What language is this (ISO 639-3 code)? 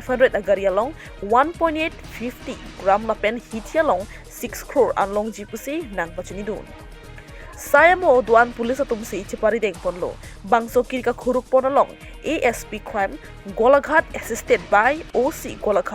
mjw